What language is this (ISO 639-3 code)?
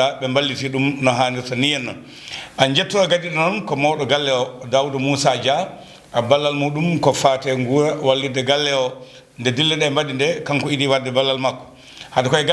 ful